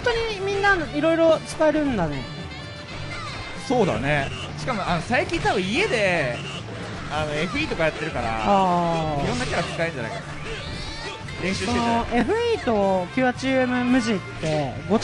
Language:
Japanese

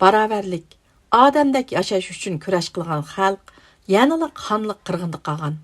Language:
Uyghur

